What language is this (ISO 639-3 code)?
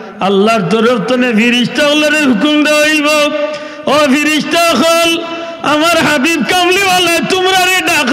syl